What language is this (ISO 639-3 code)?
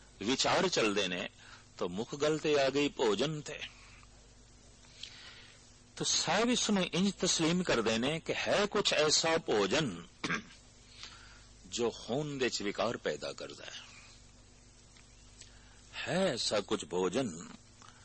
pan